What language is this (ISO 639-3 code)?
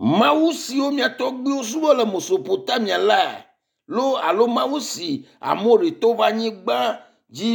ewe